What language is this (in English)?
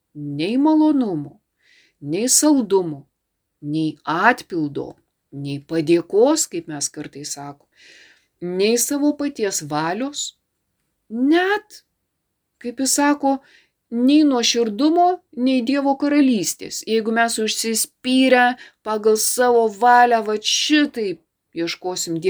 Lithuanian